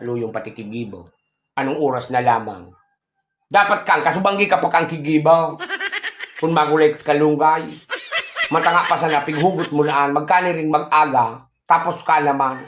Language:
Bikol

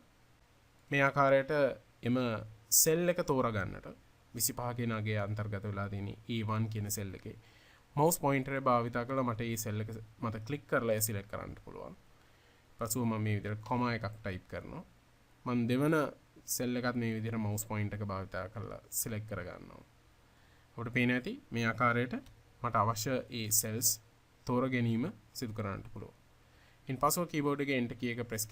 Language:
Sinhala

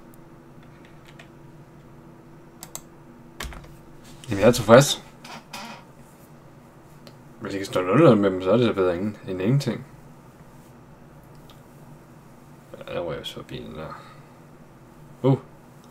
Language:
Danish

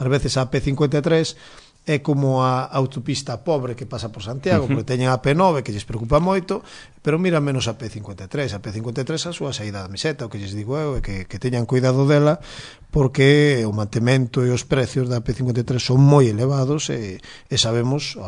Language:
Galician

